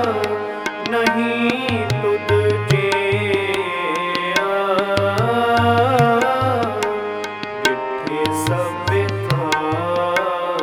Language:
Punjabi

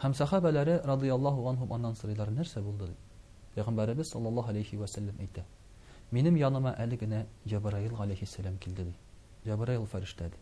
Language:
Tatar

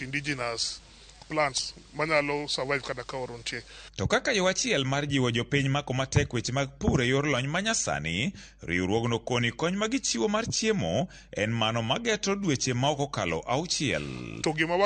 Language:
Luo (Kenya and Tanzania)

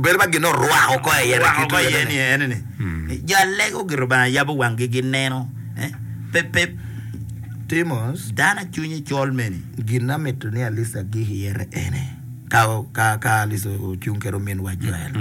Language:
Acoli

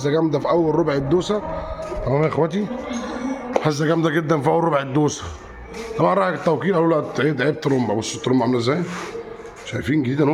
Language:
Egyptian Arabic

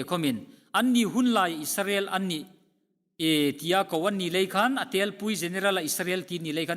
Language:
Hmar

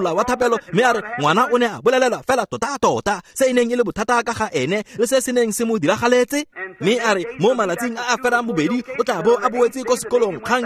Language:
Tswana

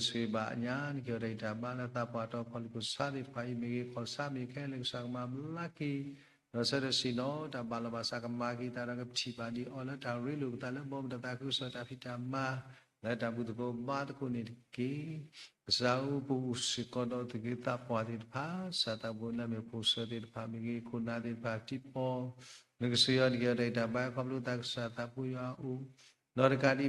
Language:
S'gaw Karen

